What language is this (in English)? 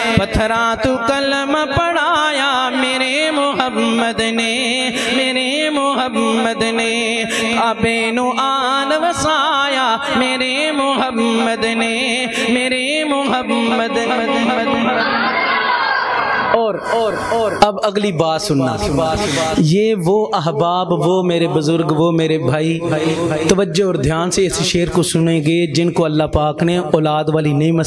Urdu